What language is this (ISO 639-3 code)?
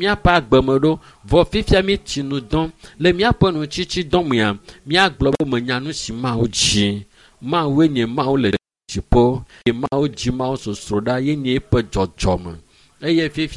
ewe